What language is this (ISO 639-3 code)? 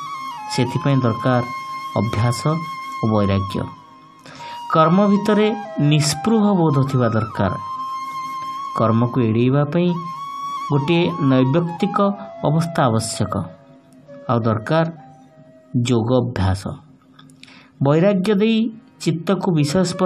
ori